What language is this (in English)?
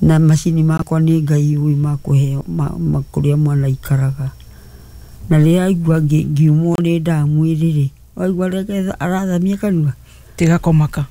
Kikuyu